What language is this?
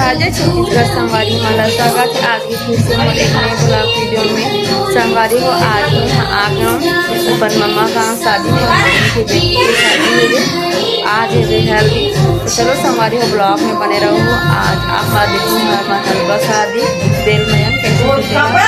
Chhattisgarhi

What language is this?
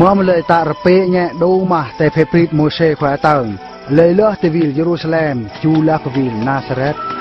Eastern Bru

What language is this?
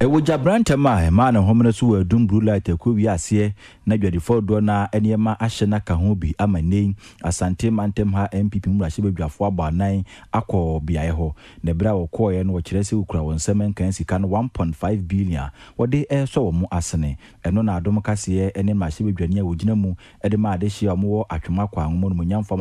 Akan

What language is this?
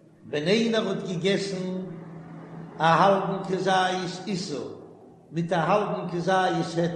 Yiddish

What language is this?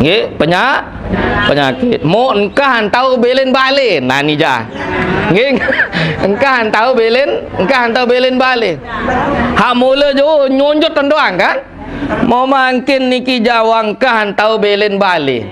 Sasak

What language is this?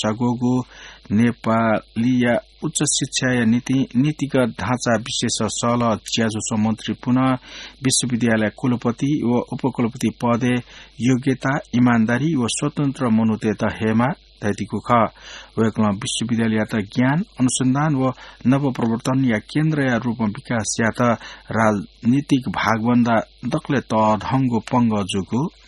Newari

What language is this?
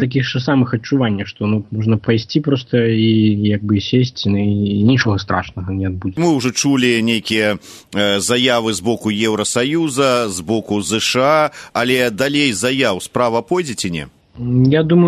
Belarusian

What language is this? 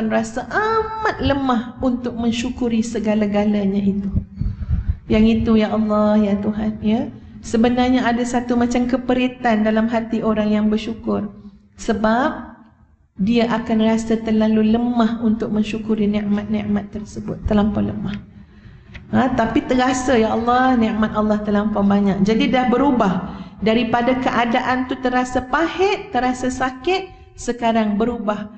Malay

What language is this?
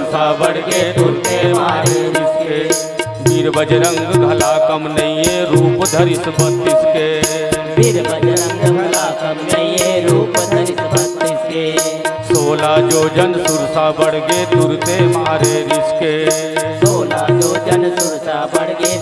Chhattisgarhi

